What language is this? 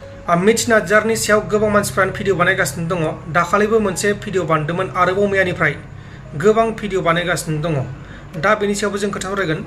Bodo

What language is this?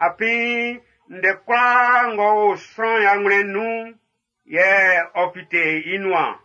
Baoulé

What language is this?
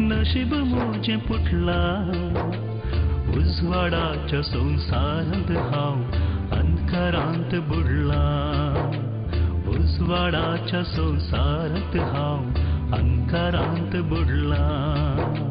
Konkani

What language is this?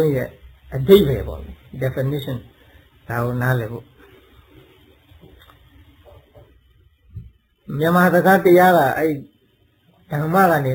Burmese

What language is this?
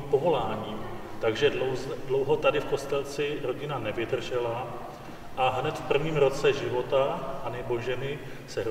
Czech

